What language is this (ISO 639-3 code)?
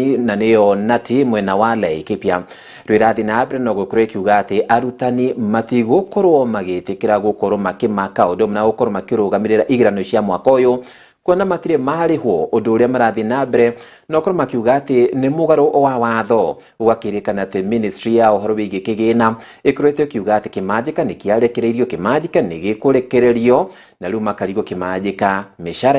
kik